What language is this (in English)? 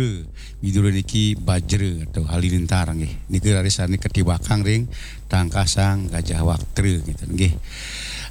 Balinese